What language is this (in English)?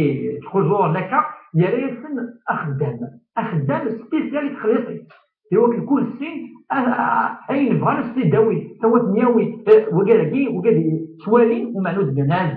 Kabyle